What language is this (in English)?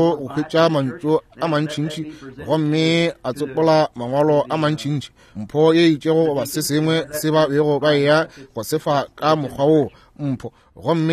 Northern Sotho